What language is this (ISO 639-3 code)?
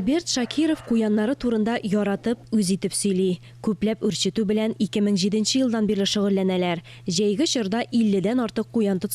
tat